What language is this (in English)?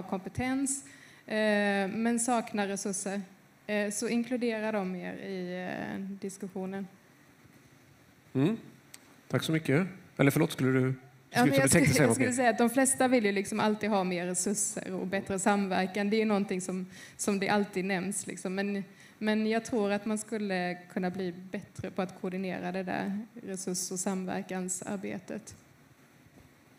Swedish